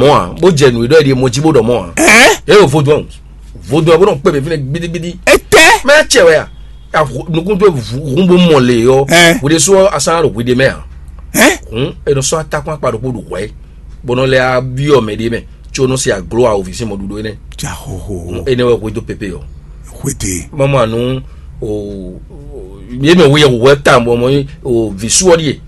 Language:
Fon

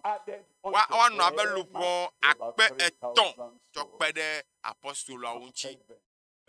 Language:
Ewe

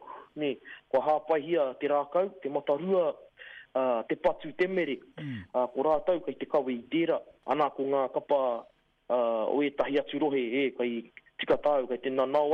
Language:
Māori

